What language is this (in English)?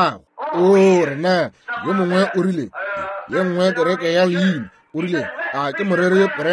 Northern Sotho